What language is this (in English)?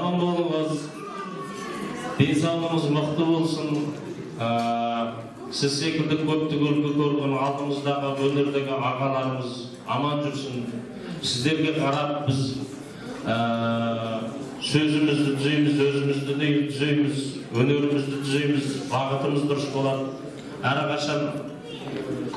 Kazakh